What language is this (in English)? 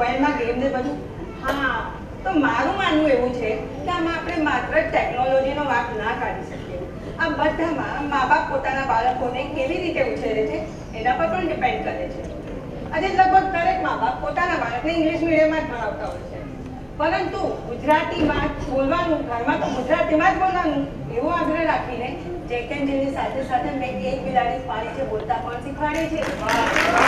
Gujarati